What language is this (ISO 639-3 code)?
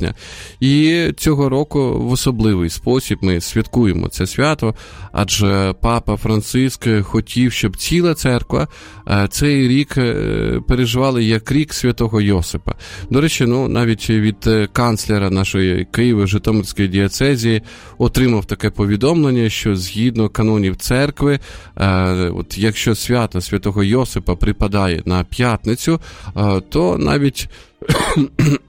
ukr